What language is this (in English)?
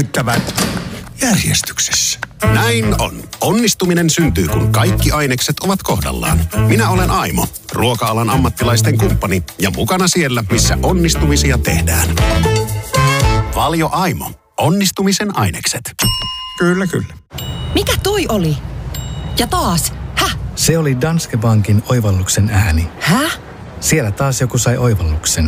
Finnish